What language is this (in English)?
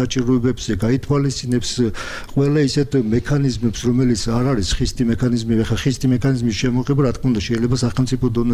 Georgian